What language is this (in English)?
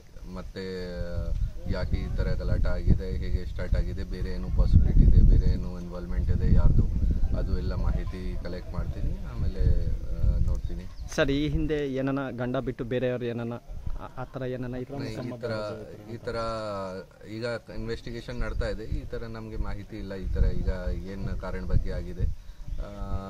Kannada